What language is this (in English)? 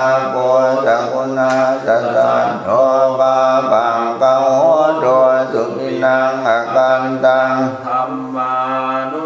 Pali